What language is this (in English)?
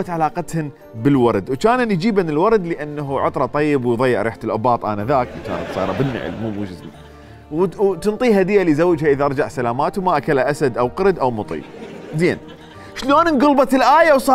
Mesopotamian Arabic